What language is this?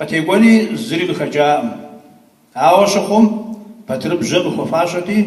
Kabardian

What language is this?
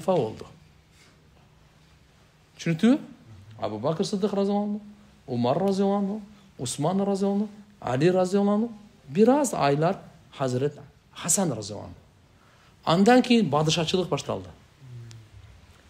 Kyrgyz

